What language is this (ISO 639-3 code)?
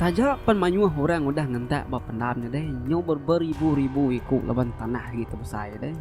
iba